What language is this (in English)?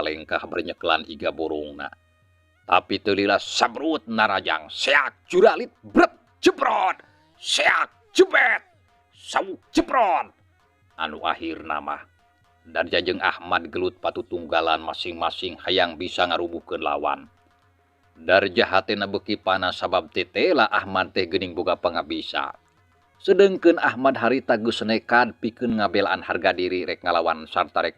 Sundanese